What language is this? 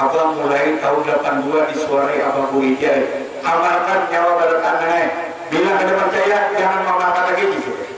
Banjar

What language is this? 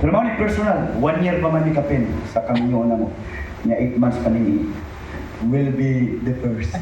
Cebuano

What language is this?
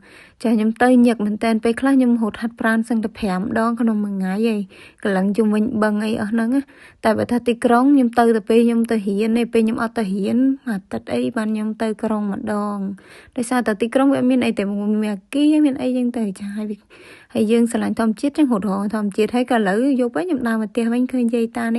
Khmer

